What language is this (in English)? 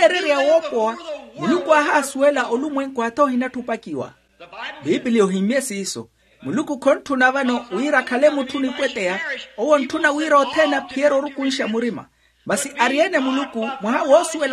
Makhuwa